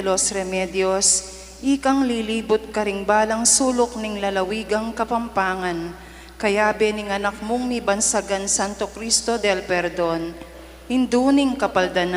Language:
Pampanga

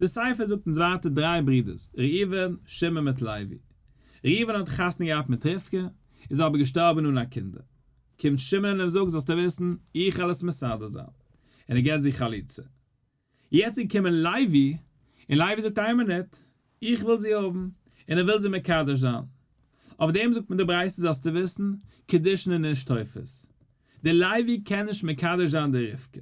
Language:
Yiddish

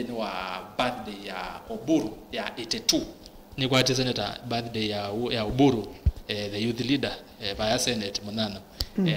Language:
Kamba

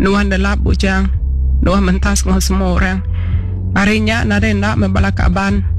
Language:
Iban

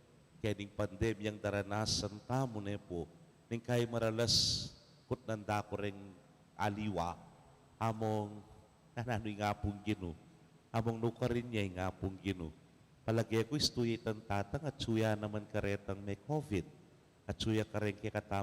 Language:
Pampanga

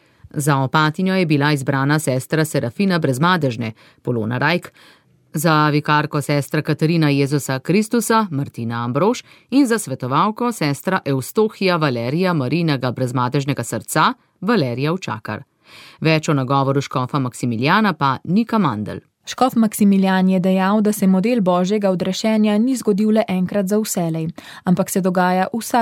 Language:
Slovenian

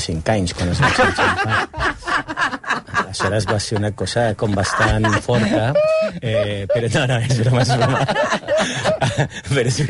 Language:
Catalan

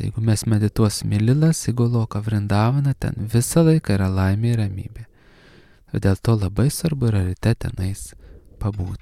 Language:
Lithuanian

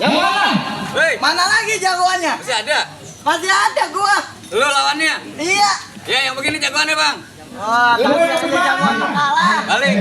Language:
Betawi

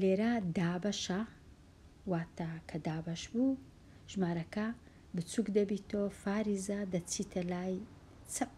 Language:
Central Kurdish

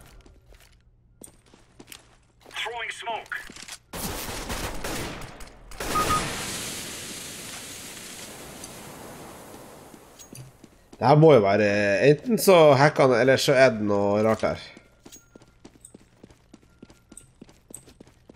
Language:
Norwegian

